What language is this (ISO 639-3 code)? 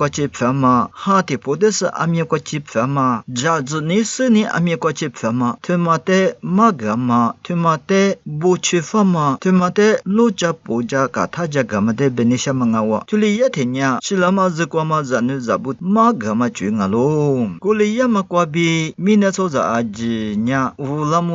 lis